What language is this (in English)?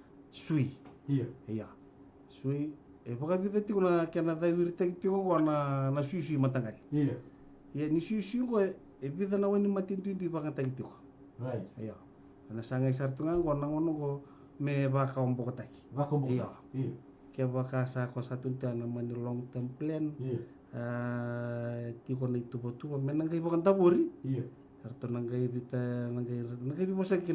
Fijian